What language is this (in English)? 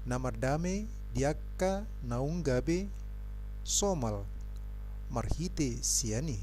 Batak Toba